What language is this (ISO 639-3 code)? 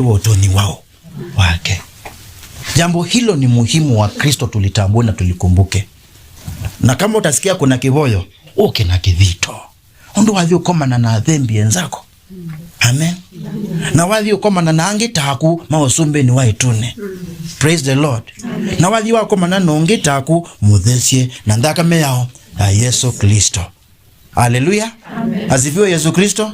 kam